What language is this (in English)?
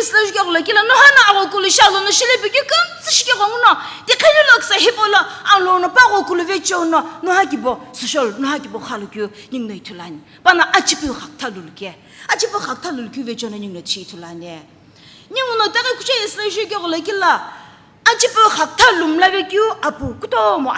Sumi Naga